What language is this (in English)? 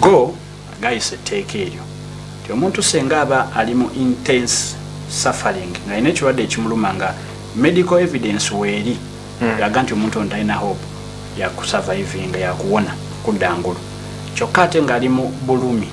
Ganda